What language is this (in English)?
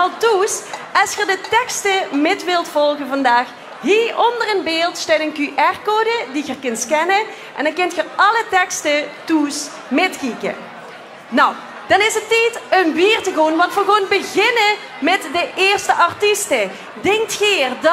Limburgish